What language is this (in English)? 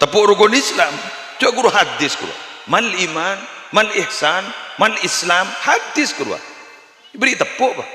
Madurese